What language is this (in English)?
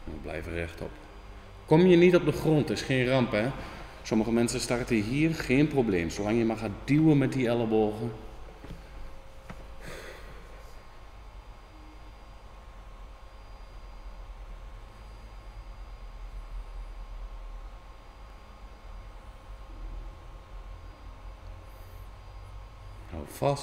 Dutch